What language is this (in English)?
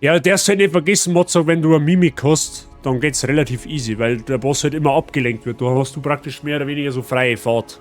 Bavarian